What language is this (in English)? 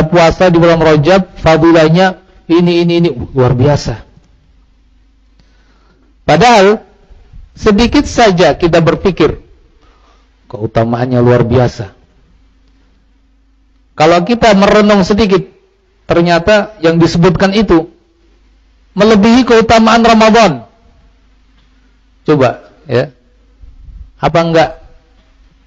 Indonesian